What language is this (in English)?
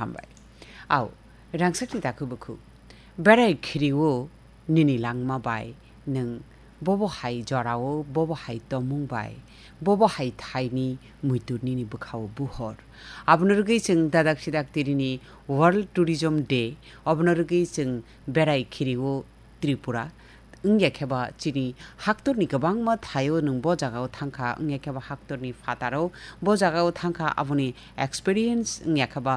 Kok Borok